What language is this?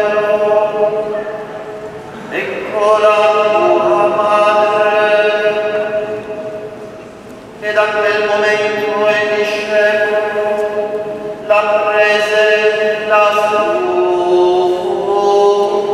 Italian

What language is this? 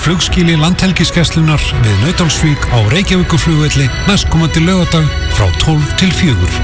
Icelandic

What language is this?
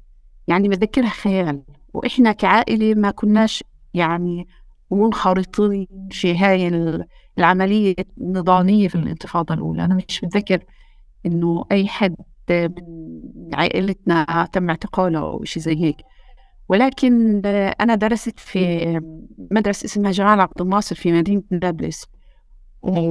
North Levantine Arabic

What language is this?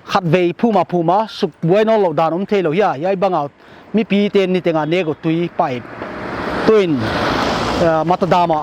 Paite Chin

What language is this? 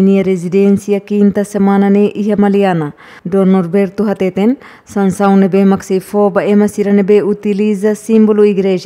Tetum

